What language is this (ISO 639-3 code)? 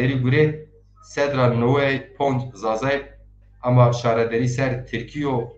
zza